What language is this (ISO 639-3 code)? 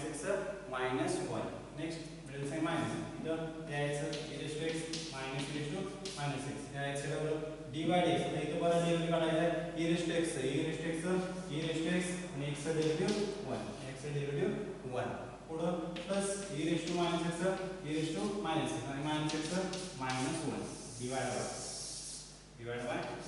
mar